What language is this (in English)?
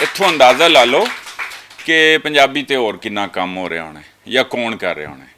Western Panjabi